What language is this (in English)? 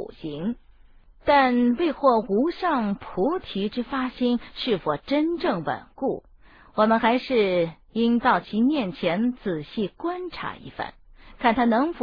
Chinese